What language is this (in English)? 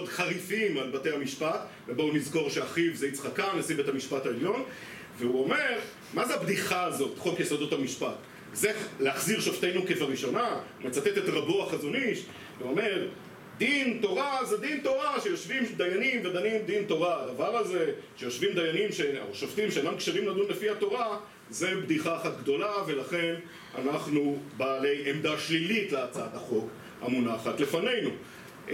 Hebrew